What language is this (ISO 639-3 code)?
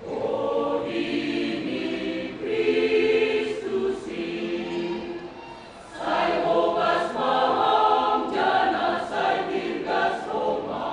bts